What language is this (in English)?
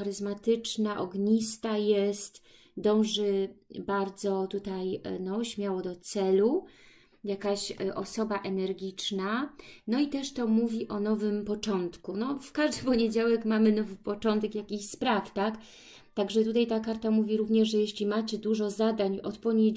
Polish